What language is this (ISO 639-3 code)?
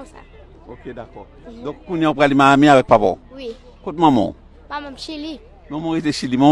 hat